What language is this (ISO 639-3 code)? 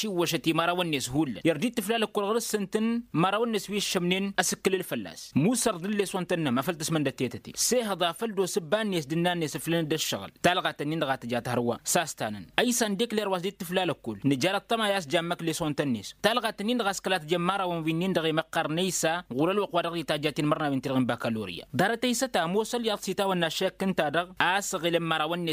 taq